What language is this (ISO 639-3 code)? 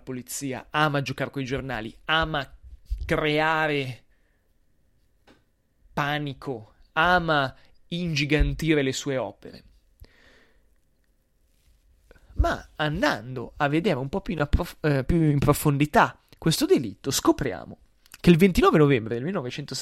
ita